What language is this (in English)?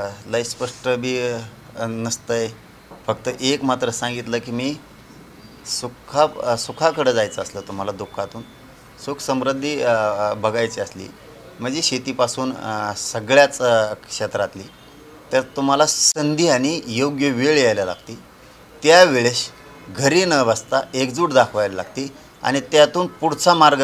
Marathi